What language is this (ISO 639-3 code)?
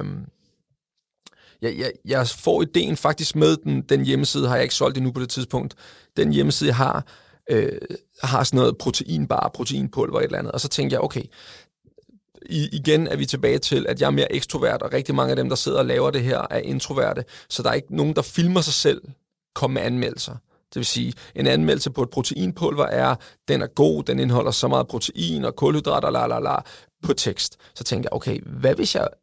dan